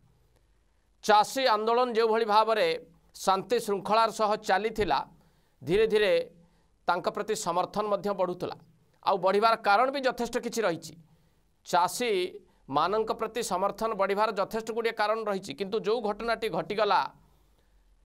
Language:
Odia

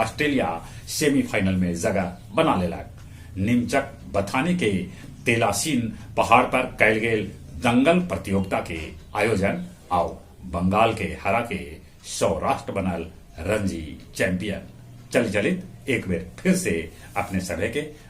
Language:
Magahi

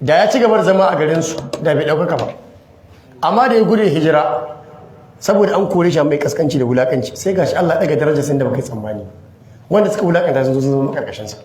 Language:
Hausa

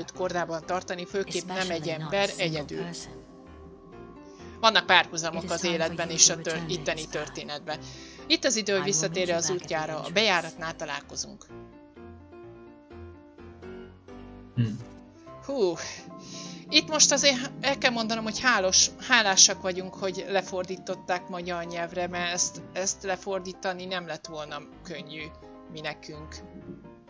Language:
Hungarian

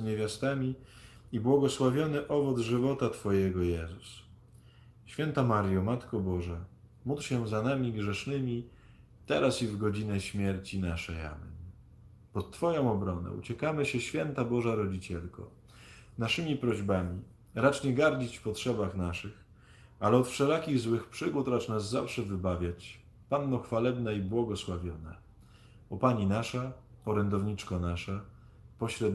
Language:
Polish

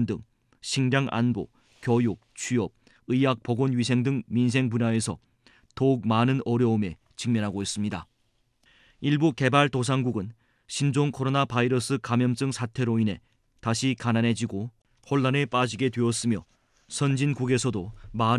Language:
Korean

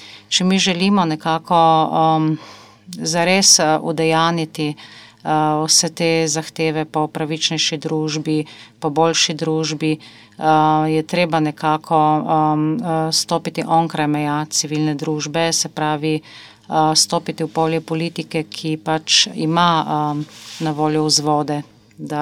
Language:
Slovenian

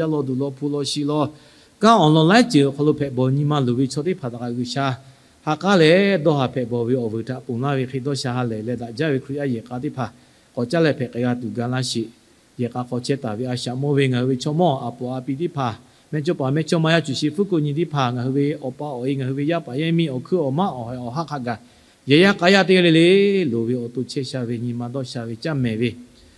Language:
Lahu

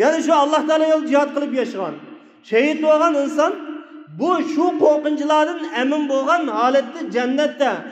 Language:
Uyghur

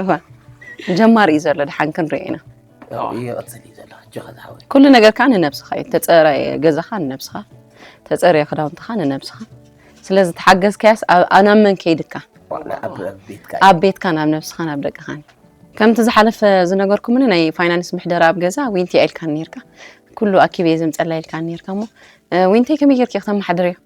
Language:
Tigrinya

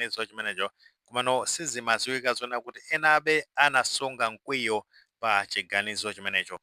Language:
Nyanja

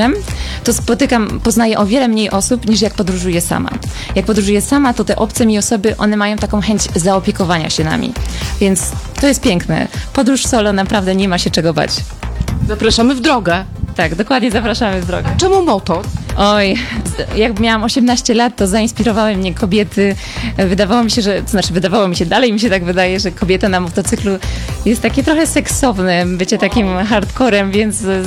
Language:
Polish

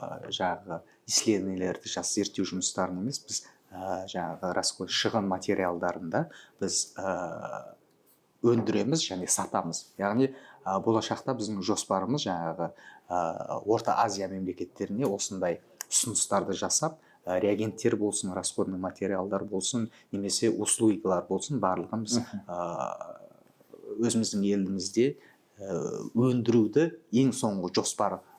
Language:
Kazakh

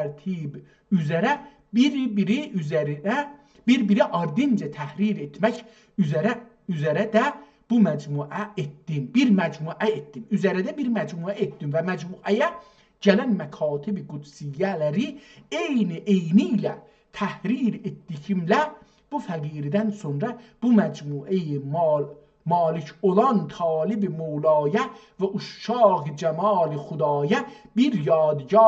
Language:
South Azerbaijani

